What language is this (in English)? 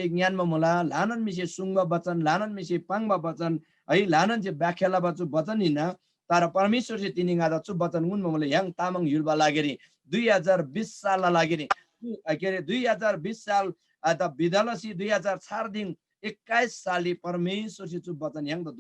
Eastern Tamang